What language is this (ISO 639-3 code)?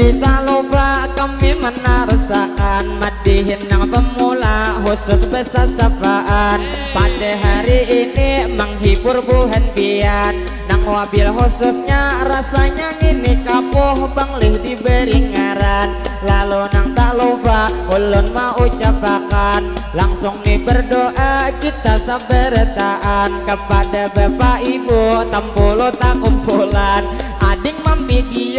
bjn